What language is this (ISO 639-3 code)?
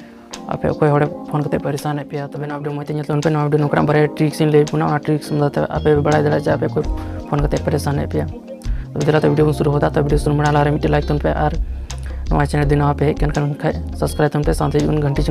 sat